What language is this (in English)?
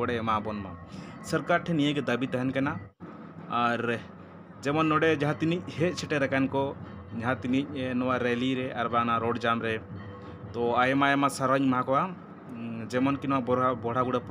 Santali